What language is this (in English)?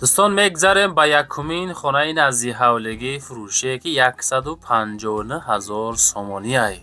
Tajik